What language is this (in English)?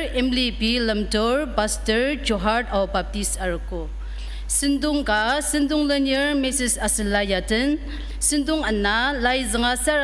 Ao Naga